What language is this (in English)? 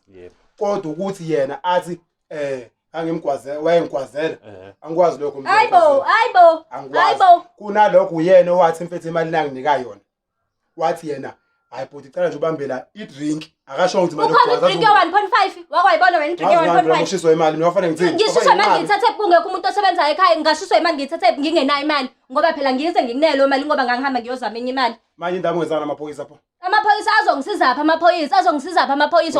Zulu